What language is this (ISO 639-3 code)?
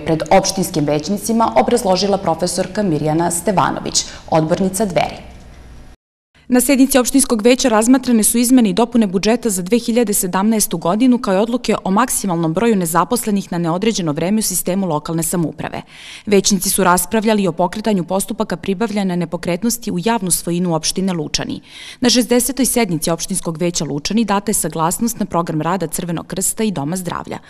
srp